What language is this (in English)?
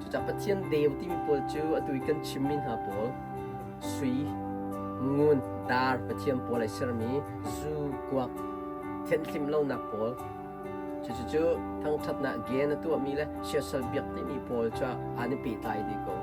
Hakha Chin